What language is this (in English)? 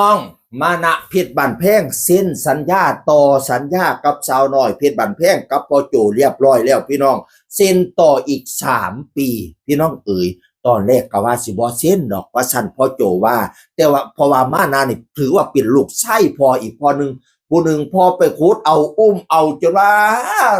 Northeastern Thai